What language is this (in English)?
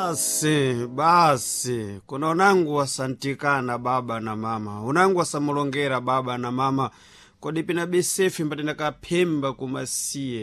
Sena